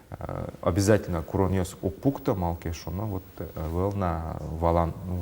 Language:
Udmurt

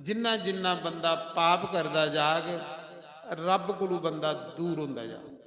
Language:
Dogri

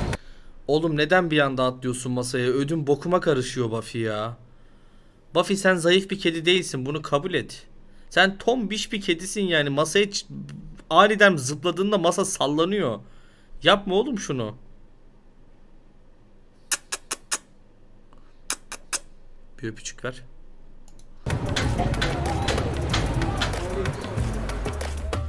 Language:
Turkish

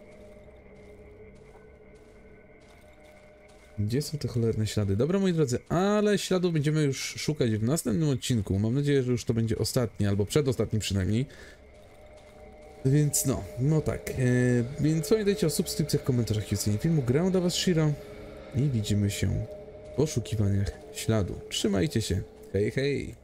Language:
Polish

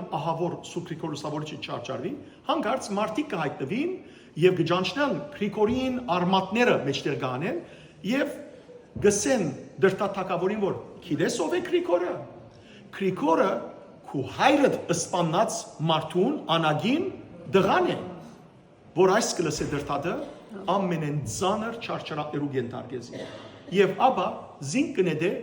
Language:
Western Armenian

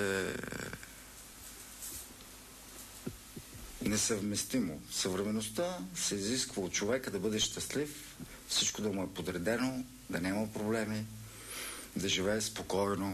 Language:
Bulgarian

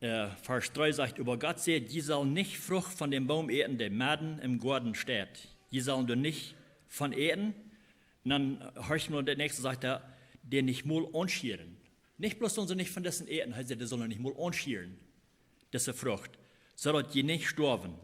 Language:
Plautdietsch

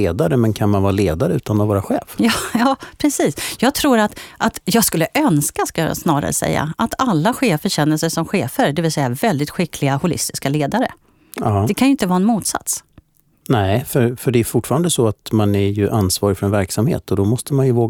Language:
Swedish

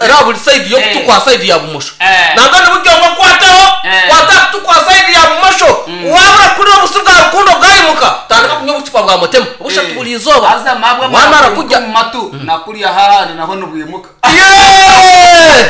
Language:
Nyankole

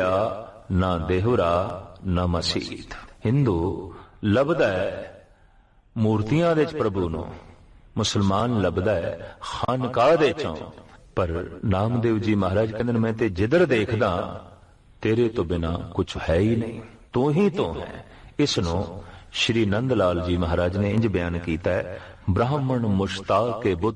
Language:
Punjabi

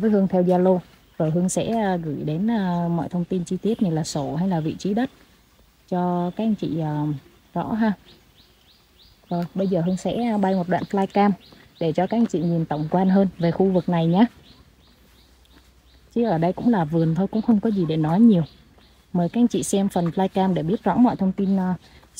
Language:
Vietnamese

